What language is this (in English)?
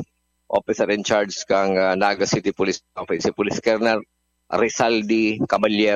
Bikol